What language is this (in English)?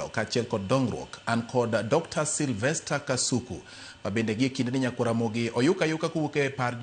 Luo (Kenya and Tanzania)